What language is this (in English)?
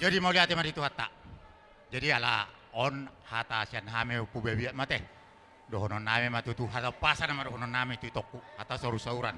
Batak Toba